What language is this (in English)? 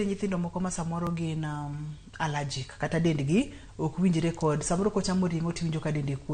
Luo (Kenya and Tanzania)